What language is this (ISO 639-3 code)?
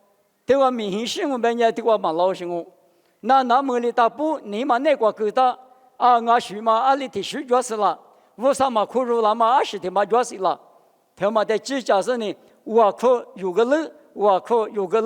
lis